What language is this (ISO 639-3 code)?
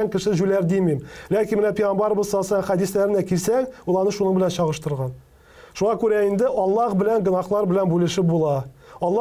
tat